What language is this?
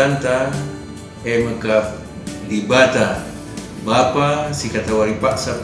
Batak Karo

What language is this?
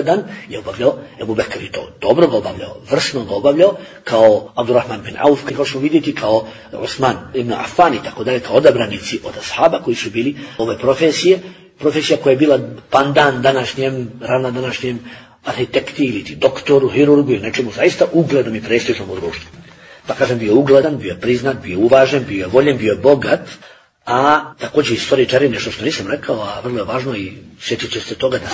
Bosnian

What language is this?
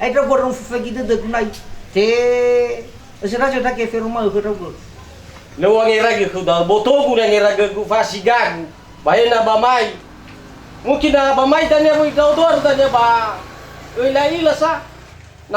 Nias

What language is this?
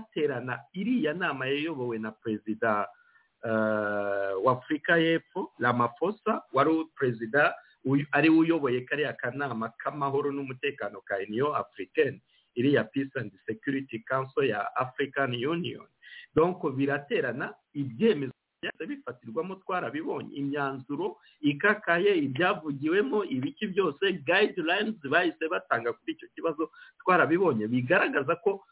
Kinyarwanda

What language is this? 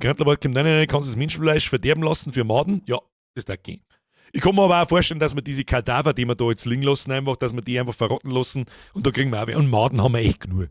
Bavarian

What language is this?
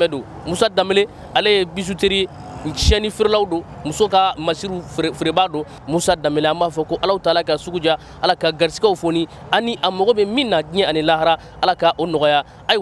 Bambara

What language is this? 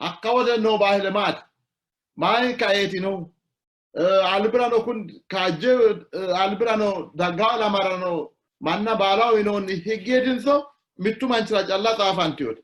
Sidamo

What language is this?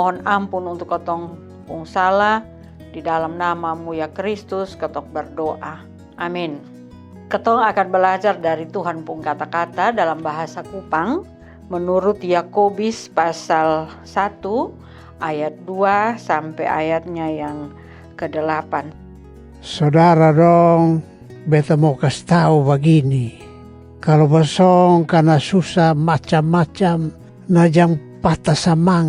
Kupang Malay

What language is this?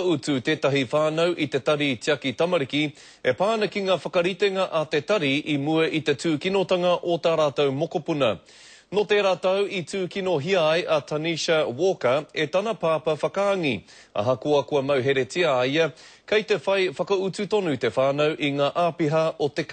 Māori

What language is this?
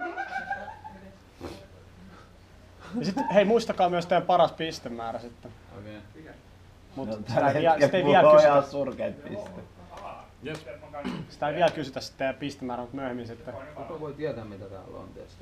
Finnish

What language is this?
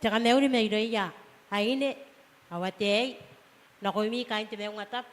Gilbertese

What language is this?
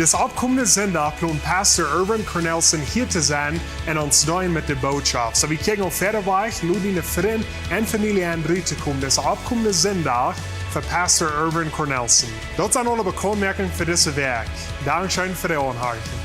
Plautdietsch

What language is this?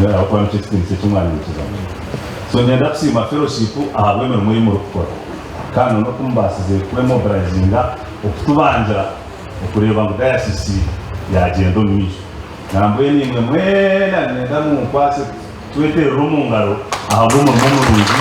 Nyankole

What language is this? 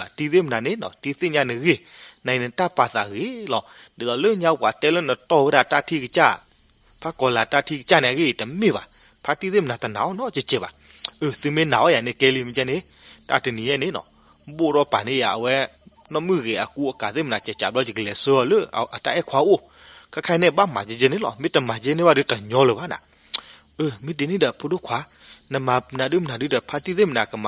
S'gaw Karen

